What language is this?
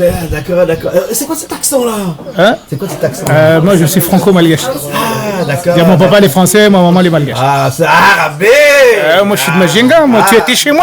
Réunion Creole French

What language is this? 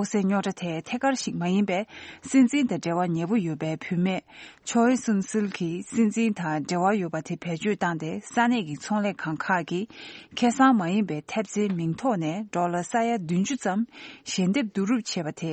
Tibetan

